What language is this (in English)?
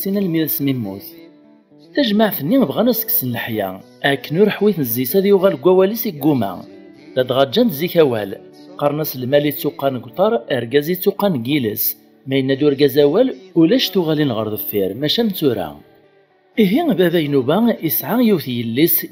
Kabyle